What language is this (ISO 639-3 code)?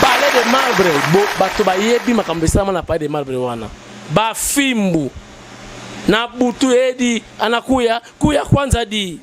lin